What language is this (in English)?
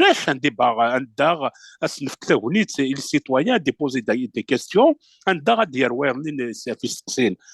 Kabyle